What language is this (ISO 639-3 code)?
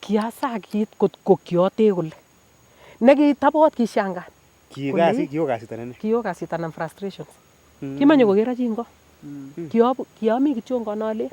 niq